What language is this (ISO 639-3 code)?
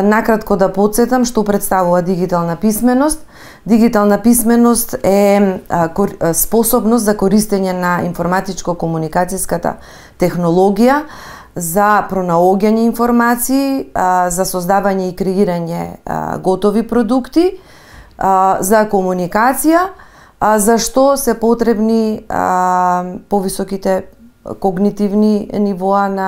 mkd